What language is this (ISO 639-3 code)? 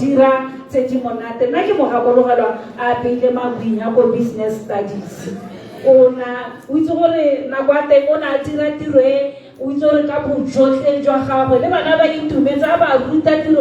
tsn